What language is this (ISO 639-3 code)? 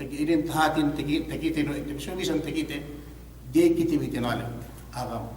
yka